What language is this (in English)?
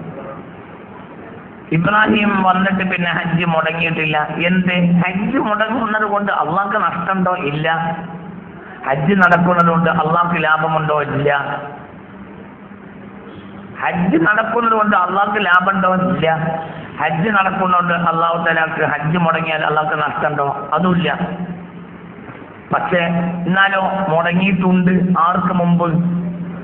Malayalam